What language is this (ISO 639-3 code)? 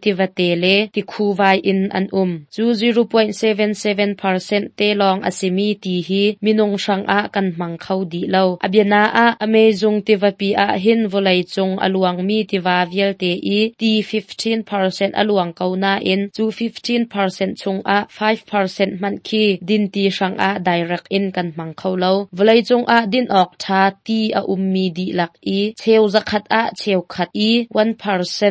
cnh